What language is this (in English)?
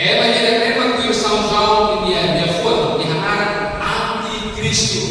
Tetum